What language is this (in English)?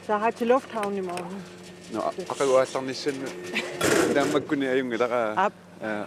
Kalaallisut